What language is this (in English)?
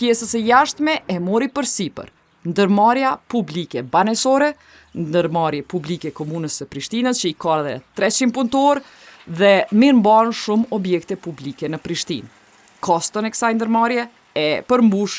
Albanian